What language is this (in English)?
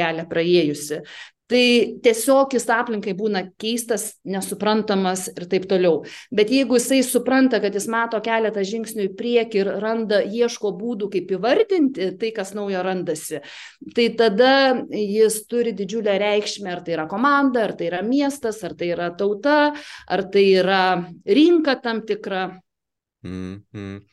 Lithuanian